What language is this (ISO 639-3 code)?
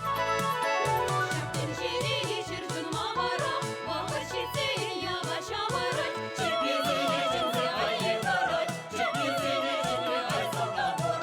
chv